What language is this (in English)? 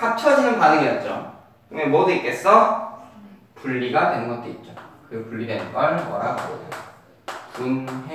Korean